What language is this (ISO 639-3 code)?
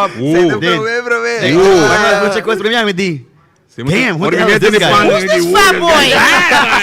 pap